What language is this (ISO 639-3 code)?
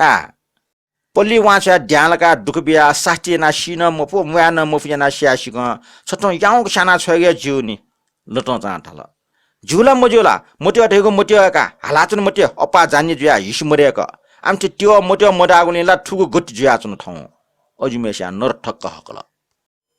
new